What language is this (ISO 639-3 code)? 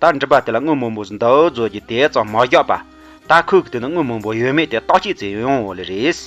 bod